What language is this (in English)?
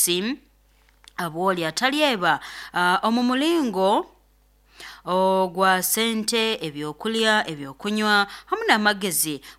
Nyoro